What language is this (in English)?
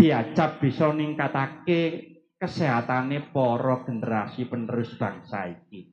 Javanese